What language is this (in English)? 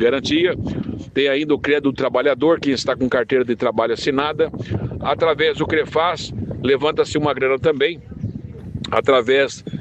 Portuguese